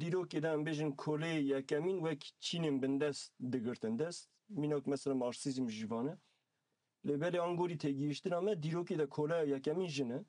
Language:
Kurdish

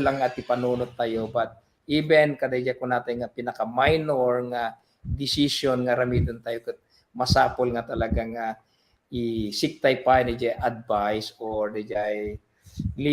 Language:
Iloko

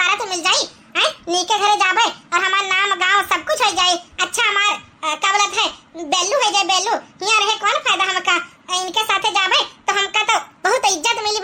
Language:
Awadhi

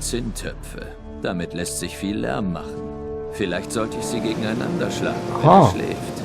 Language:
Swiss German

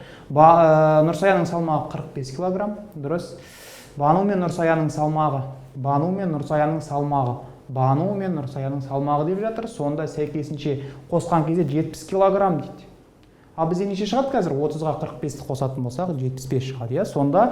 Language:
Kazakh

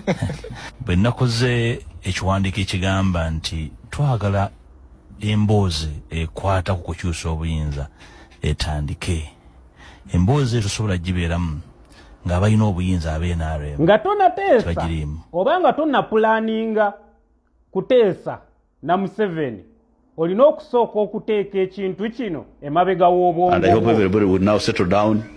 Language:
Ganda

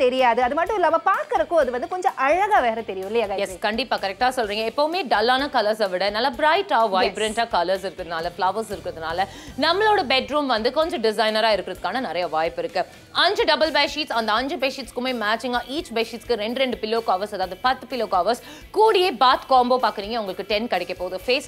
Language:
Tamil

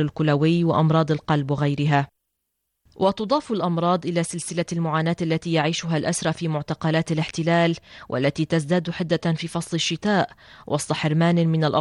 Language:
Arabic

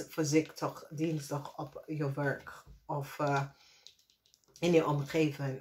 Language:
Dutch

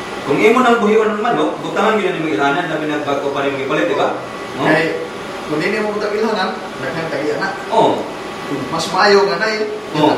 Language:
Cebuano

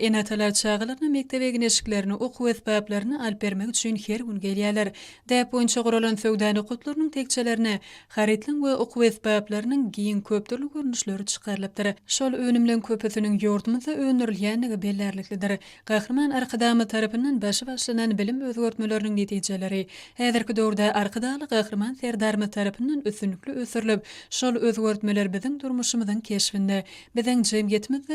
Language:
Turkmen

